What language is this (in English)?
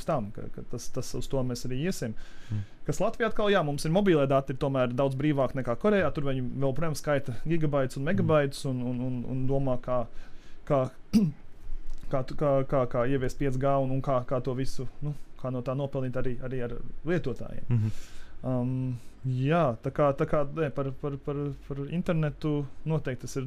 Latvian